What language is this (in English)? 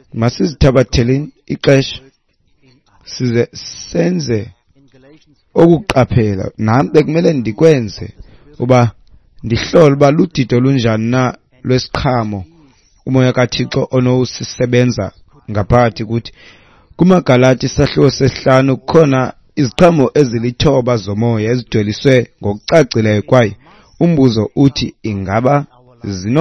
Xhosa